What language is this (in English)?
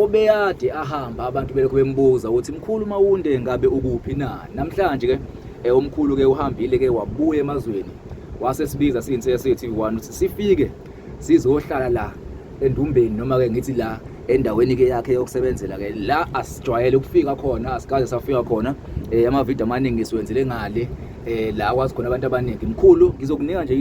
Zulu